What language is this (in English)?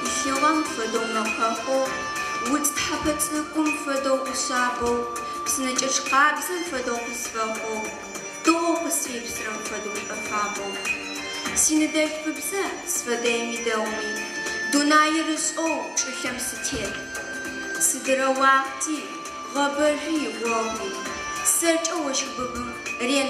Adyghe